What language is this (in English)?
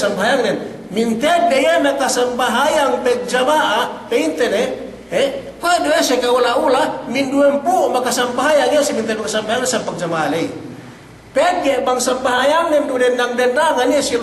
Yakan